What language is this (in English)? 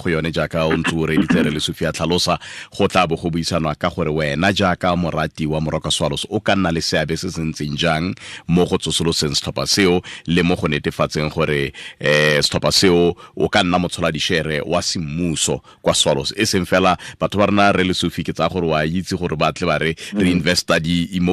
Tswana